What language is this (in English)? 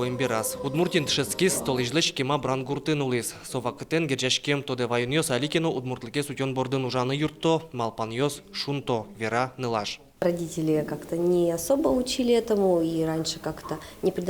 Udmurt